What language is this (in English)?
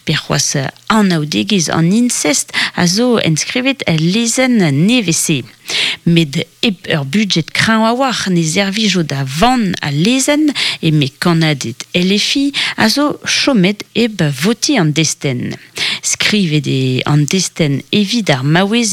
Breton